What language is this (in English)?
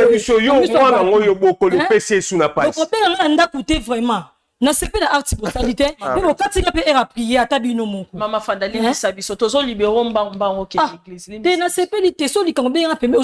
Lingala